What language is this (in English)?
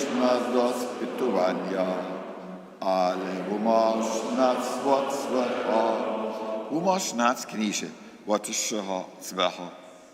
Upper Sorbian